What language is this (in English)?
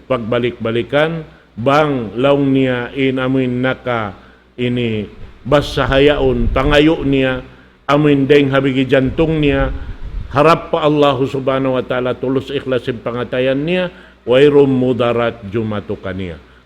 Tausug